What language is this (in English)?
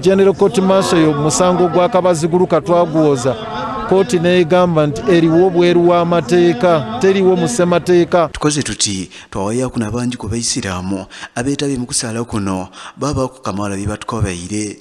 Soga